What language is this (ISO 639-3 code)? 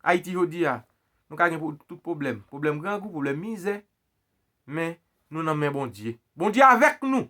hat